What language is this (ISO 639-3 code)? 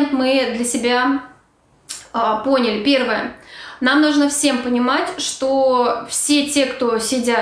rus